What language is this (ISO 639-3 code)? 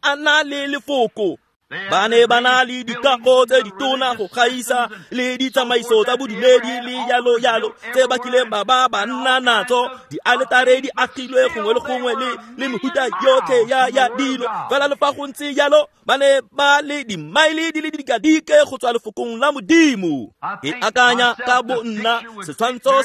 tsn